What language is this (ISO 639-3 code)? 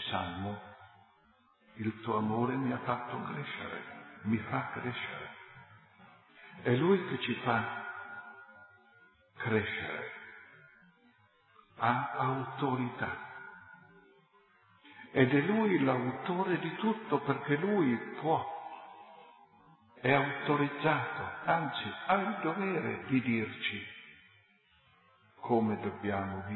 ita